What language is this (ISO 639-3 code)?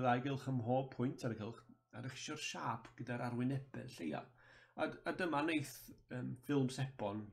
cym